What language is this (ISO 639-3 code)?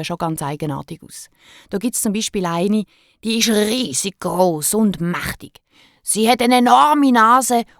gsw